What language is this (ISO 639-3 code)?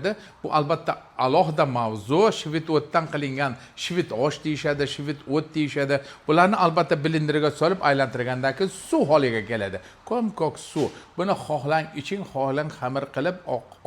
uzb